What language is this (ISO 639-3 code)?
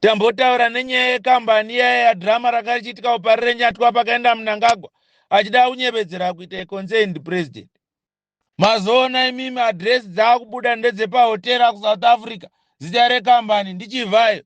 sna